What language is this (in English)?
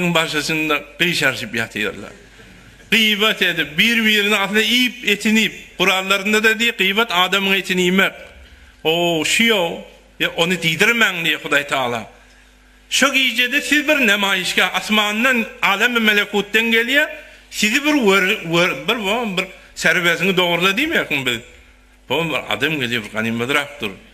Turkmen